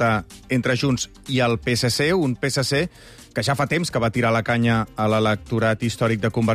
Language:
Catalan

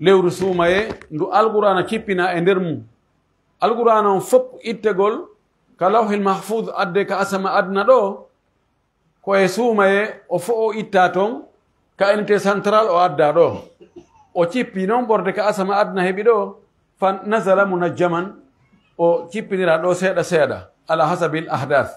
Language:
Pular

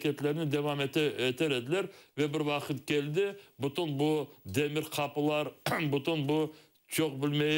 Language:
Crimean Tatar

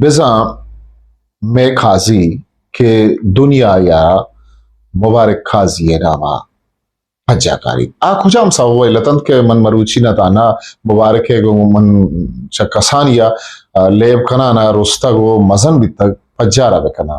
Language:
Eastern Balochi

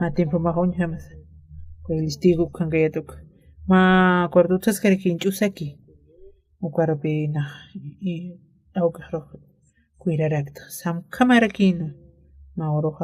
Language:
Aymara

